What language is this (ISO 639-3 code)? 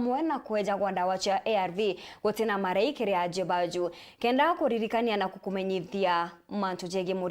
mer